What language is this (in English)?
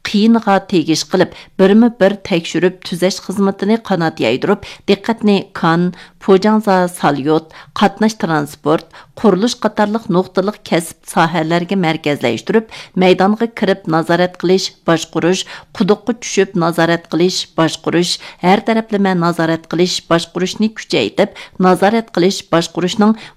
Uyghur